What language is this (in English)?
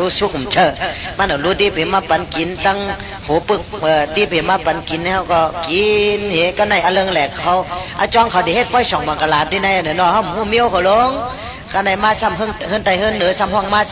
Shan